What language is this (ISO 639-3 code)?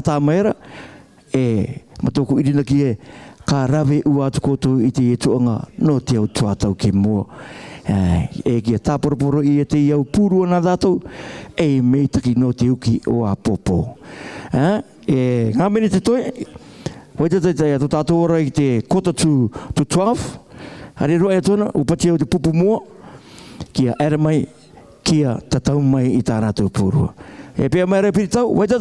rar